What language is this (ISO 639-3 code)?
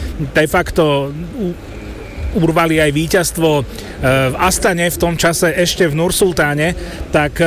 slk